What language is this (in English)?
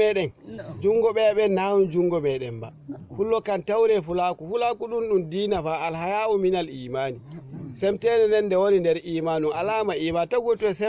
Fula